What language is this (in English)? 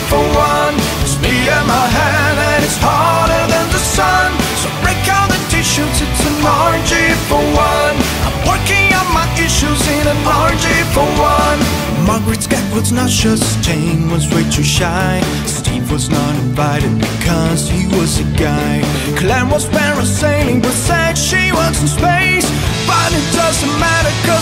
English